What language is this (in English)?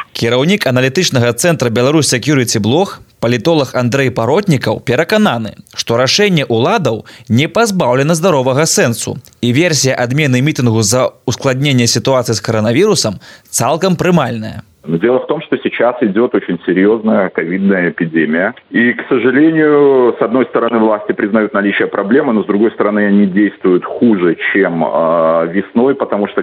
Belarusian